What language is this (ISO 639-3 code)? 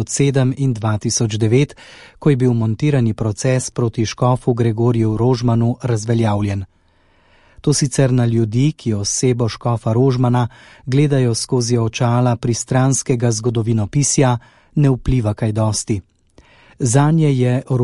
slv